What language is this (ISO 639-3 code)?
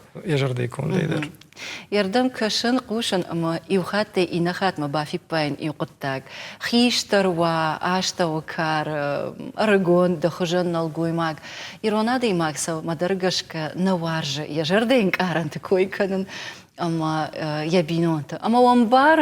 oss